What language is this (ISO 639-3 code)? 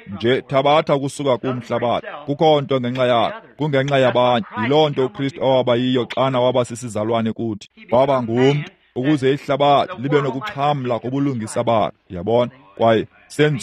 xho